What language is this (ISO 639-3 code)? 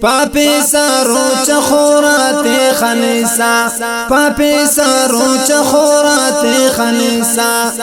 brh